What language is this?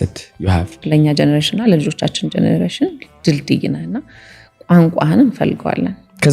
Amharic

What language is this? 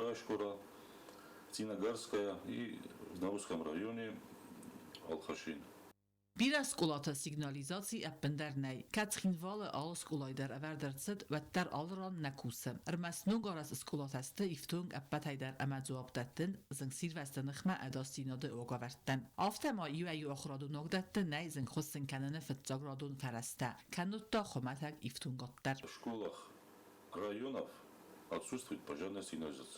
Ossetic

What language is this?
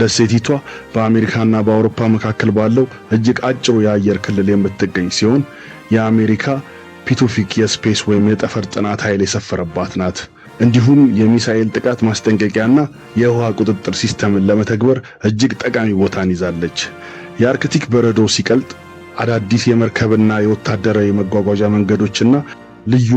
Amharic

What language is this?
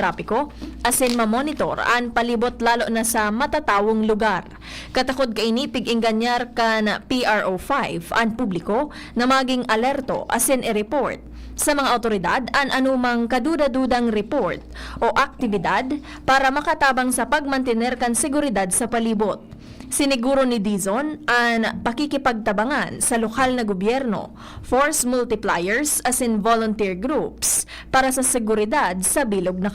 Bikol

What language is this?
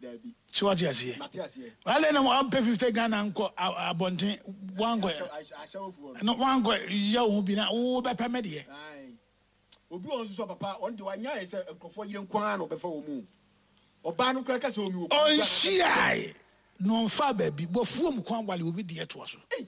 Akan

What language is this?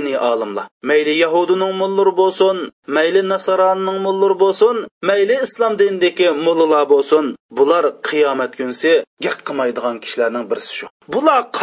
Uyghur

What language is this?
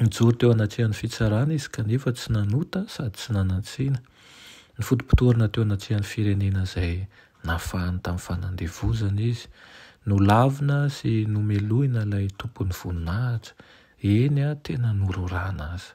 Malagasy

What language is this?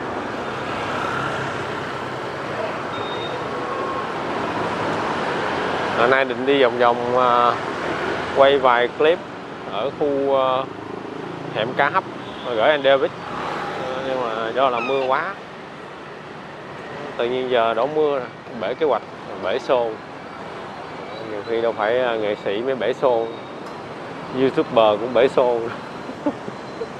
Vietnamese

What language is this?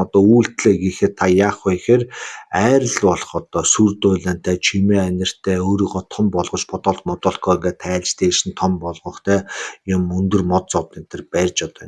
Mongolian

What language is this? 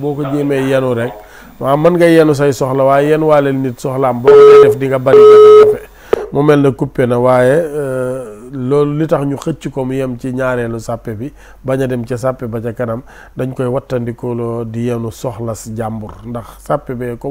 Wolof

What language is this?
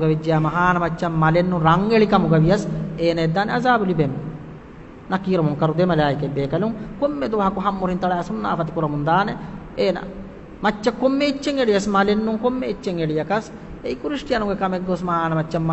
Divehi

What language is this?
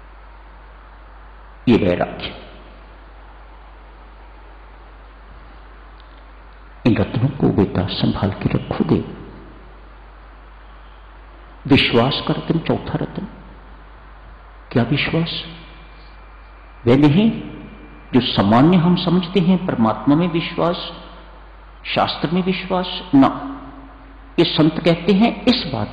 Hindi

